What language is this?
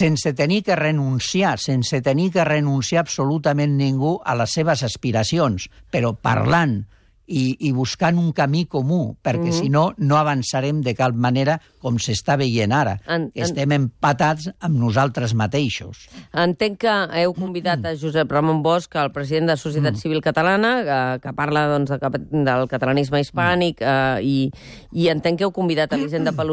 Catalan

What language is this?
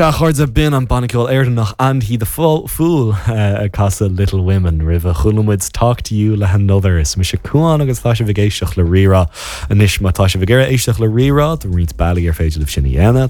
Irish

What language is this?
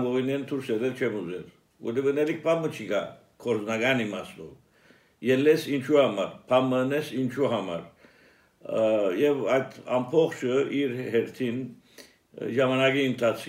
Armenian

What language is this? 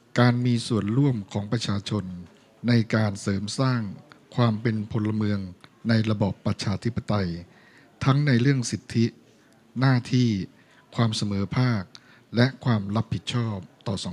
Thai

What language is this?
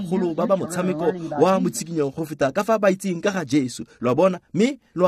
Tswana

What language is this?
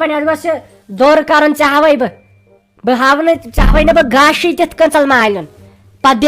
Kashmiri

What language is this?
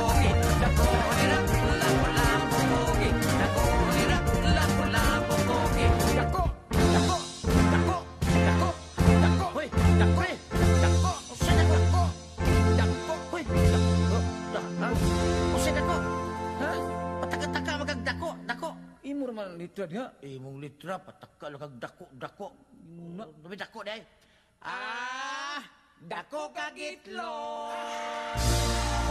Filipino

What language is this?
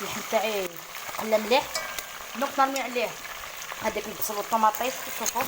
Algerian Arabic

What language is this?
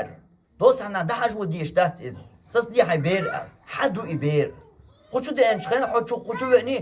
Chechen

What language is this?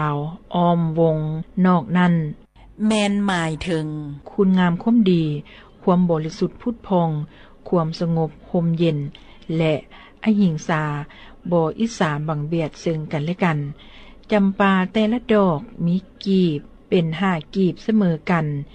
Lao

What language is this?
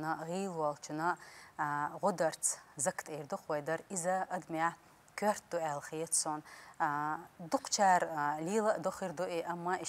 Chechen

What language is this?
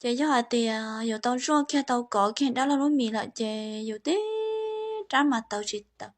Hmong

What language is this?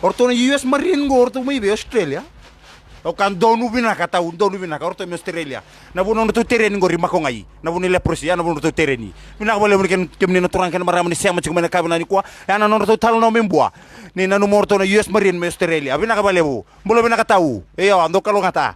Fijian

